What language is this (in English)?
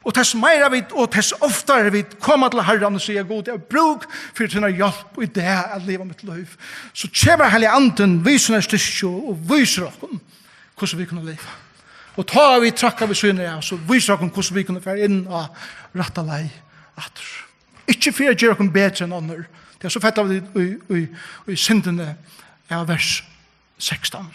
Faroese